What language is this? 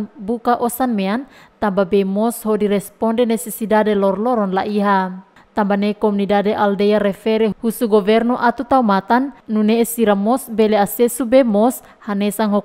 Tetum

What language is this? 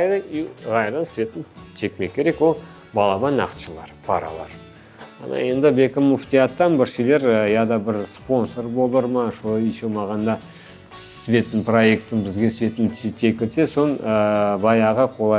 Crimean Tatar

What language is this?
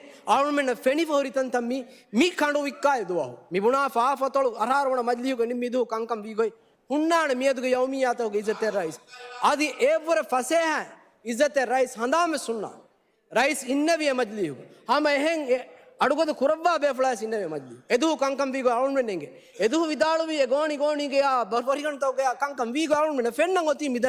Divehi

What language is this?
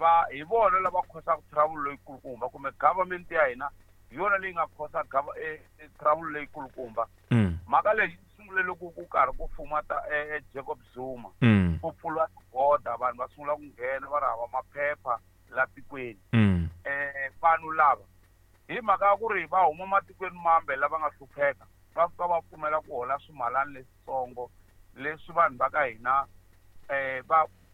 Tsonga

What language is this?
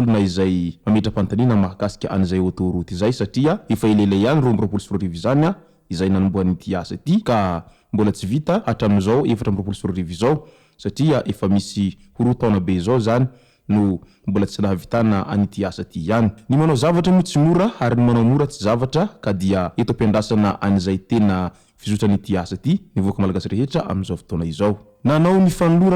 Malagasy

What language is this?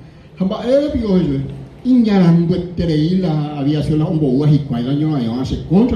Guarani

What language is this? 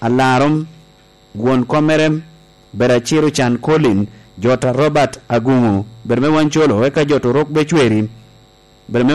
Lango (Uganda)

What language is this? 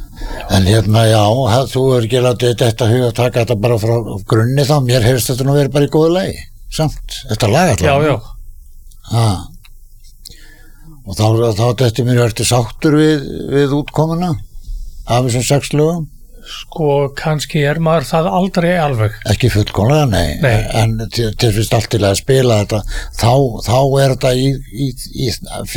Icelandic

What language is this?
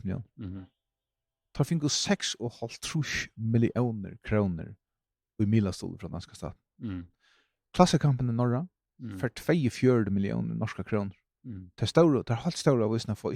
Faroese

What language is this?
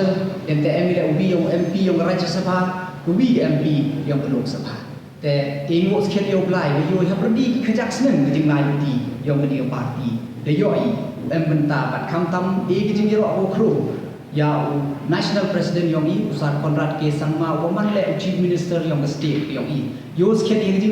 Pnar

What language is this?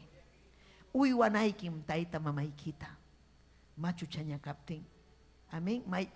Ayacucho Quechua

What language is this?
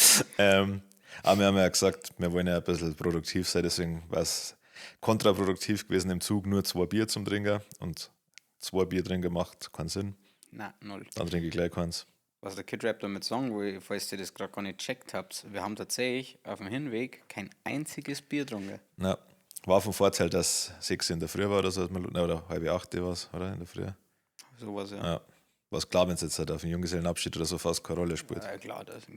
Bavarian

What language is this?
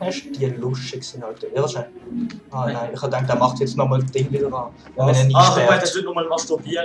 Swiss German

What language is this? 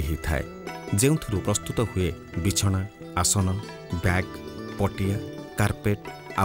Odia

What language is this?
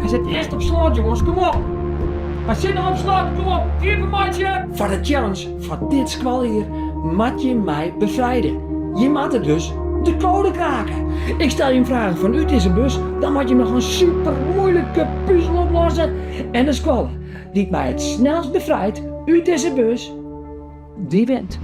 Western Frisian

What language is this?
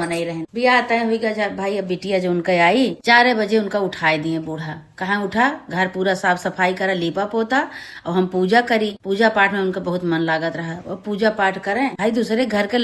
Awadhi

